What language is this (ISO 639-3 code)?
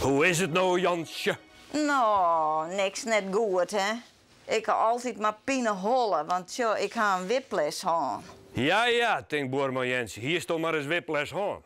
fry